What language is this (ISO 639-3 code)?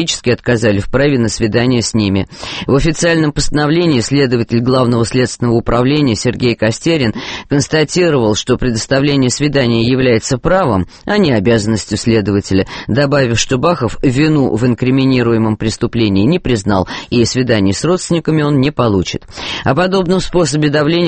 rus